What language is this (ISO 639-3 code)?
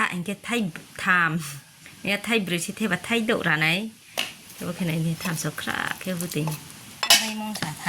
ria